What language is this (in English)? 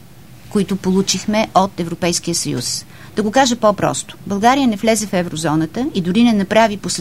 Bulgarian